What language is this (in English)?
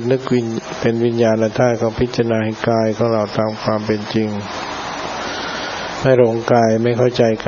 Thai